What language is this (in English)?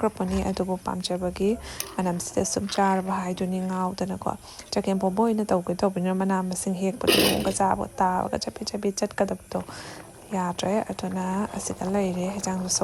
Manipuri